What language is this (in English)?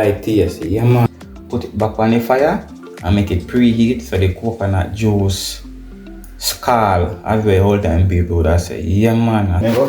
Jamaican Creole English